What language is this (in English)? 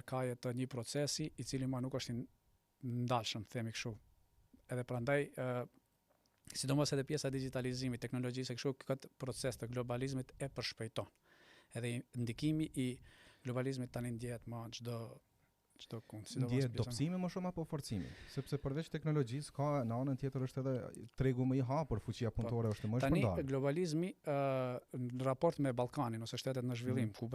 Albanian